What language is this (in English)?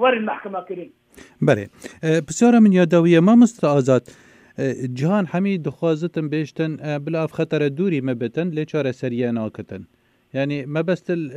Kurdish